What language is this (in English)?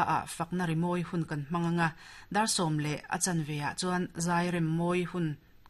Mizo